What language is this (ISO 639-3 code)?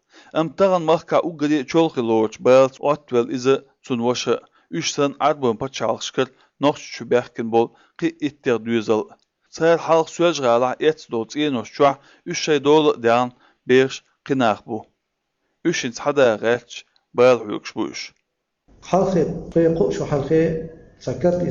che